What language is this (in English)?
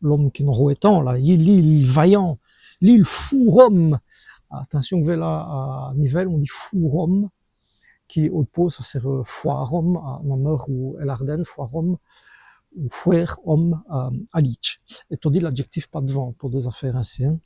Walloon